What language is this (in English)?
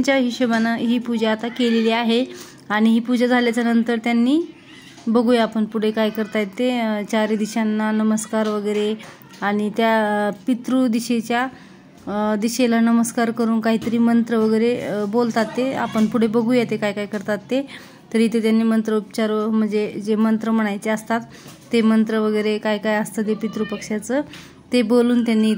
Marathi